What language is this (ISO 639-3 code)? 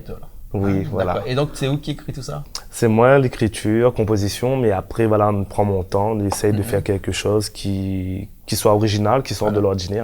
rcf